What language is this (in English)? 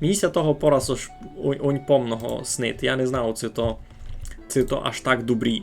Rusyn